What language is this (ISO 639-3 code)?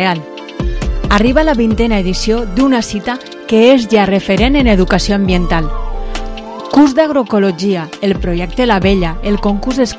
cat